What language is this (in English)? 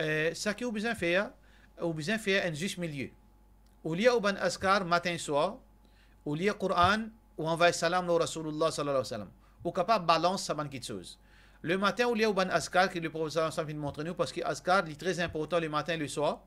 Morisyen